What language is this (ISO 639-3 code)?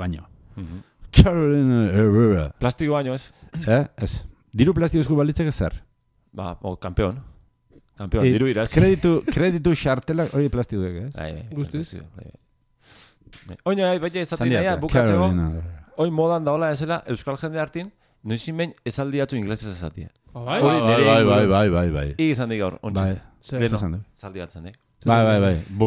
eus